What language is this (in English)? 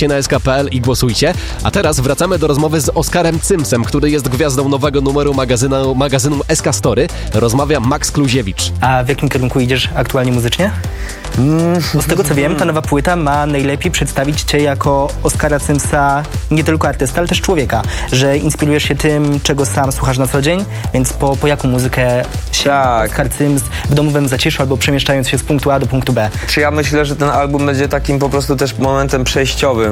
Polish